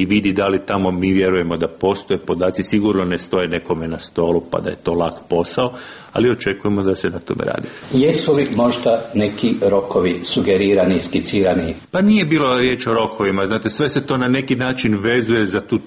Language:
Serbian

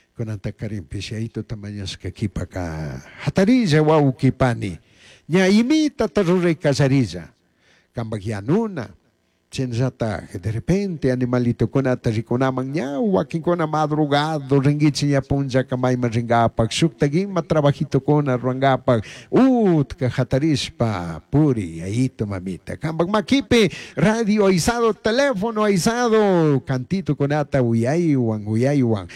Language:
Chimborazo Highland Quichua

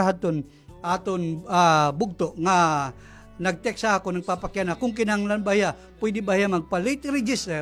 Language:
Waray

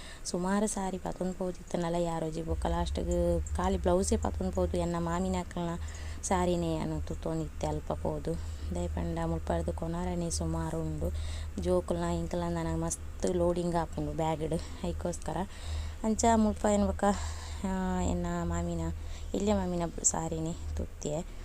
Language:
Tulu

